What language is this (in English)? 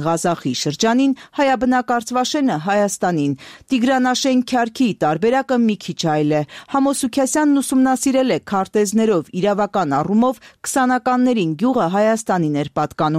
Armenian